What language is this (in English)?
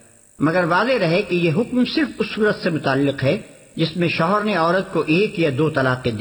Urdu